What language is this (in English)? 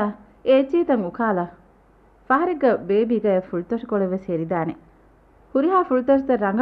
Divehi